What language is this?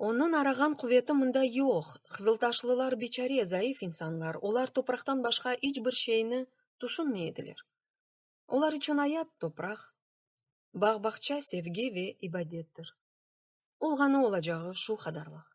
Crimean Tatar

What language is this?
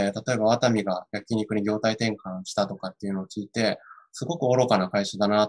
Japanese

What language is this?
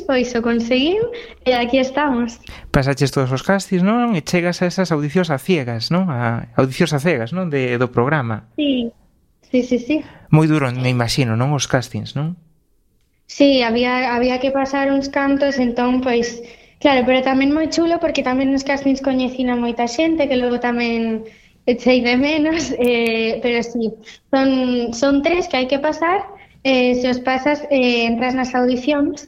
Galician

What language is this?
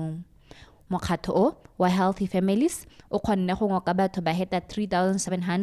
Tswana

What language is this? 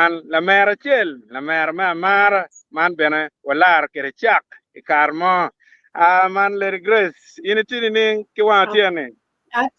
Acoli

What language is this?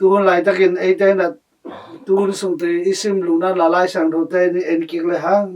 Tedim Chin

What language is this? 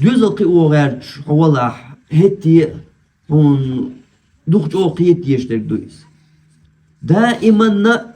Chechen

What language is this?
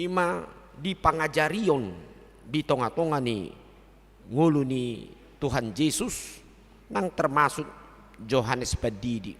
Batak Toba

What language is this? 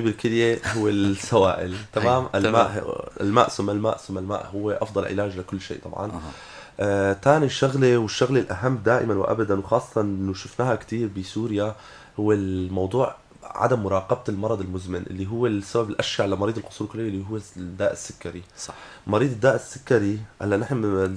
North Levantine Arabic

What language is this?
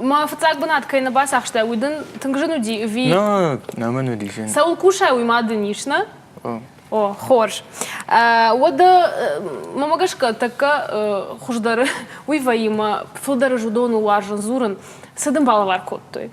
Ossetic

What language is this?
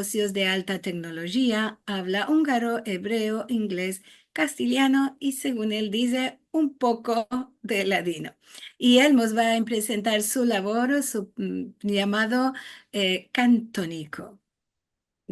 Ladino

